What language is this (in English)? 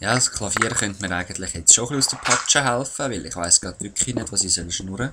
Swiss German